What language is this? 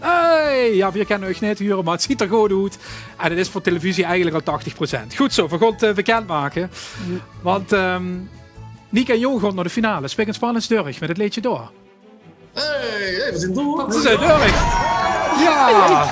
Limburgish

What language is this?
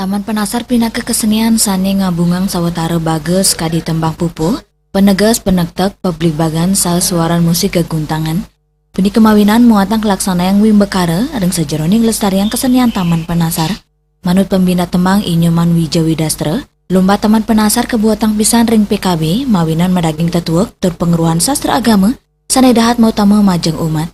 Balinese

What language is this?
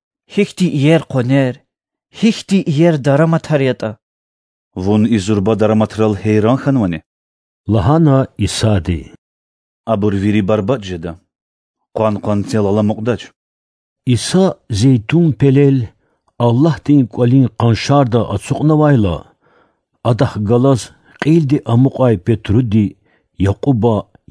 Lezghian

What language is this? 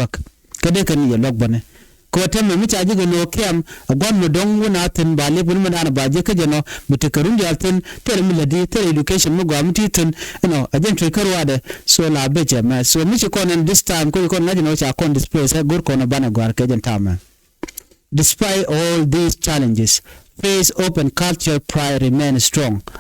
Nuer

